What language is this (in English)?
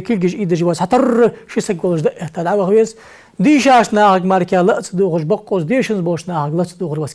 Ingush